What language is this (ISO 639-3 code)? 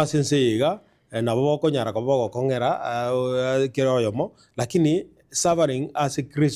guz